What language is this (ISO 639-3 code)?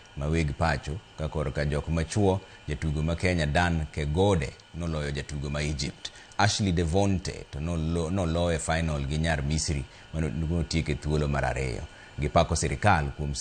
luo